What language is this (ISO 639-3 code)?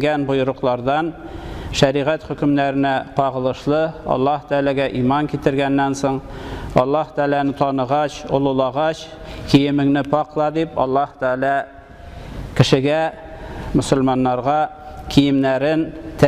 tat